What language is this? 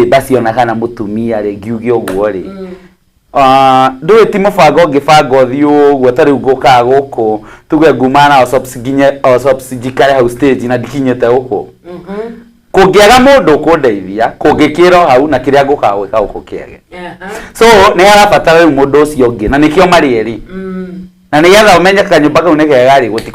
Kikuyu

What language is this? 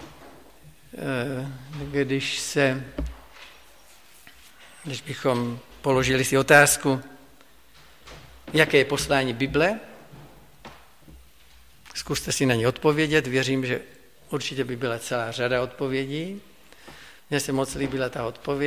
Czech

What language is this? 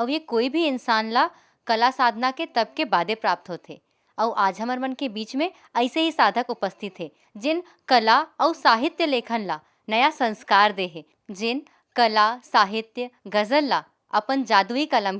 Chhattisgarhi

